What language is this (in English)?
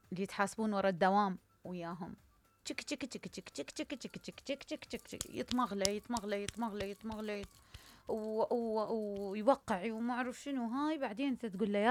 Mesopotamian Arabic